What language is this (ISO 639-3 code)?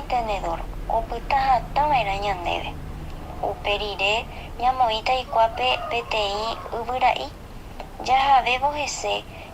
grn